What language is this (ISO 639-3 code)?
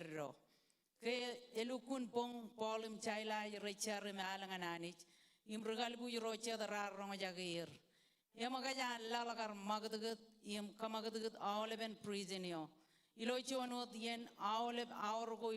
mah